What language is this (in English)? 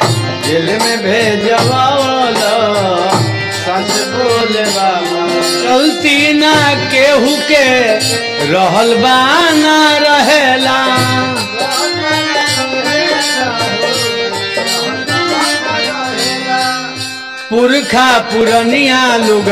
Bhojpuri